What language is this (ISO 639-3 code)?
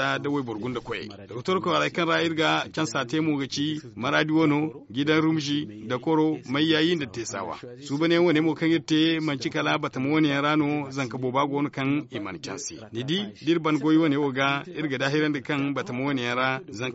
dje